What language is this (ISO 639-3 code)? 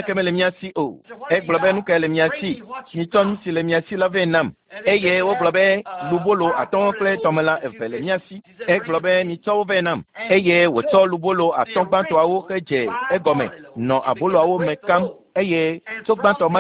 ewe